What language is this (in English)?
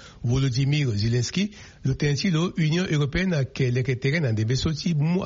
Sango